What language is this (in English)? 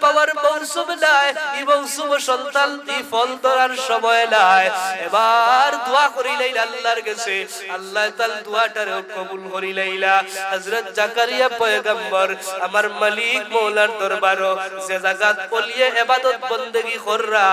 Sylheti